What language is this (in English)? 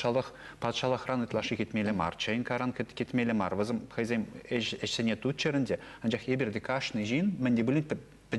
Chuvash